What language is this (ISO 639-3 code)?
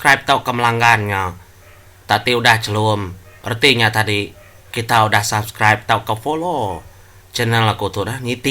iba